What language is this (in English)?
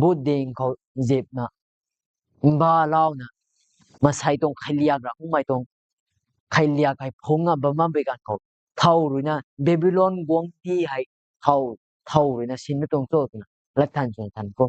Rongmei Naga